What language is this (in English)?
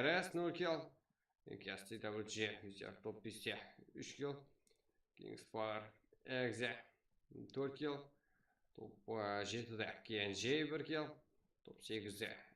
Kara-Kalpak